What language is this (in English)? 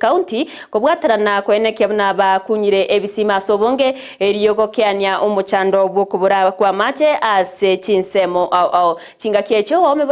Gusii